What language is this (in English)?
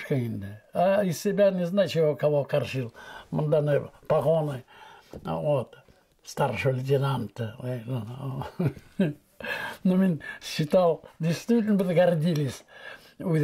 Bashkir